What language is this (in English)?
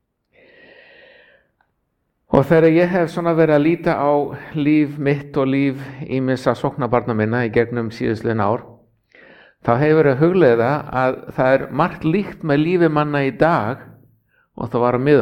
Icelandic